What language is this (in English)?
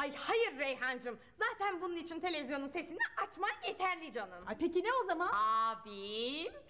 Turkish